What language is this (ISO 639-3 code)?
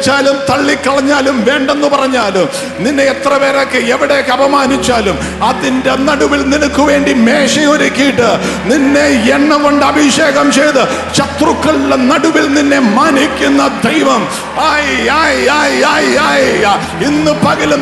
mal